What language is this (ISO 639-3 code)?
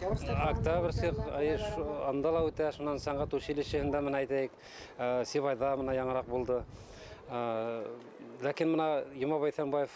bak